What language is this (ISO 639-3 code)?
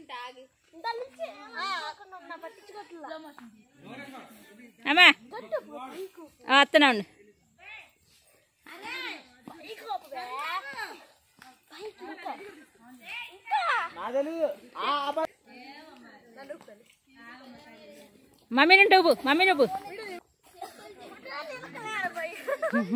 tel